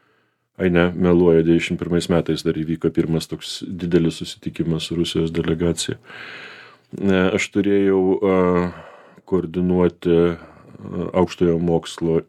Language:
Lithuanian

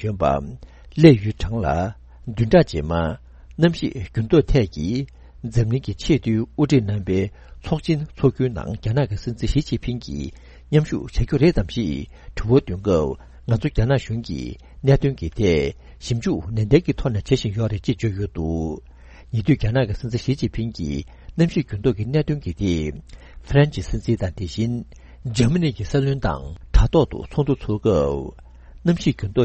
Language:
Tibetan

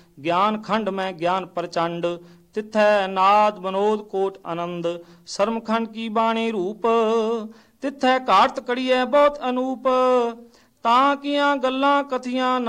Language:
Punjabi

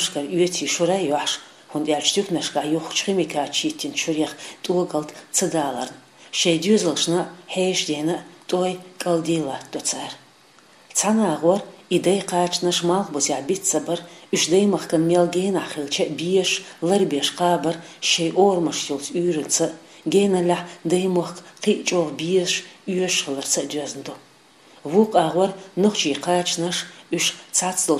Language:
Chechen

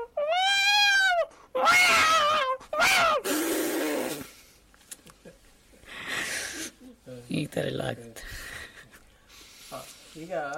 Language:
Kannada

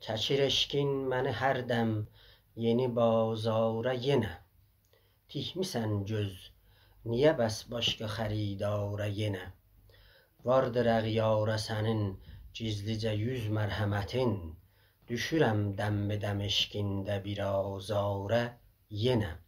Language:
South Azerbaijani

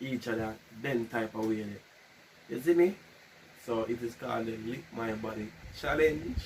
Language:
Jamaican Creole English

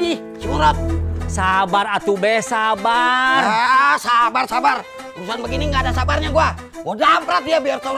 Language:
Betawi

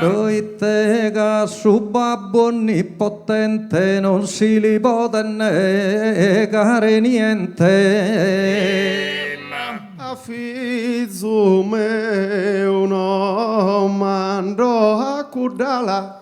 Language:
Sardinian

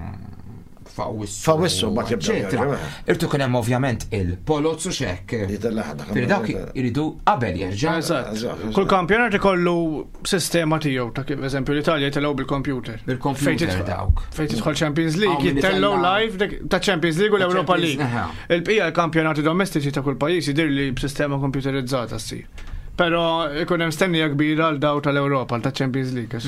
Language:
Maltese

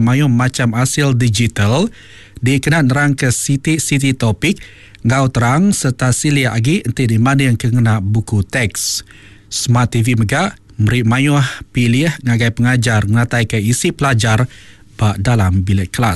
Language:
Iban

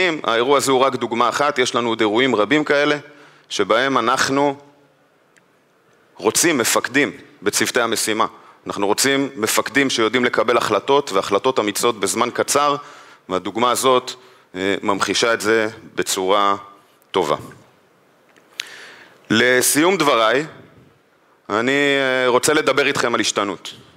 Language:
Hebrew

